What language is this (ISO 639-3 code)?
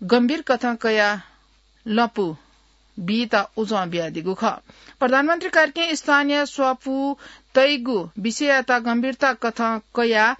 new